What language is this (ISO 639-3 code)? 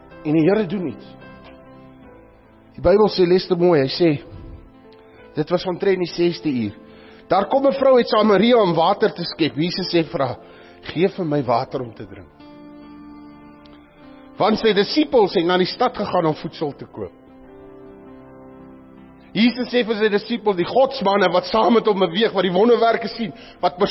afr